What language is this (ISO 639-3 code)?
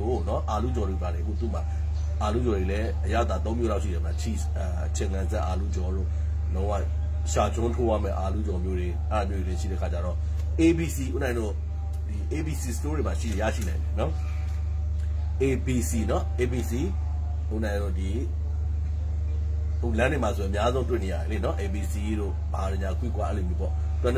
mya